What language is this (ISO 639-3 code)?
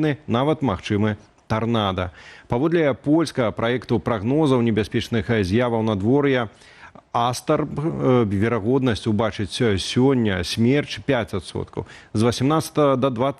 bel